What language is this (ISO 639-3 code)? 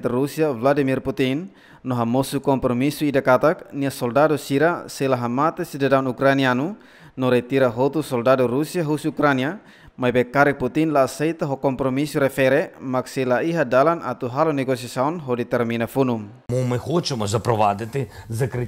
tet